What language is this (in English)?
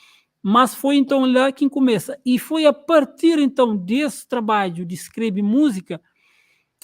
Kabuverdianu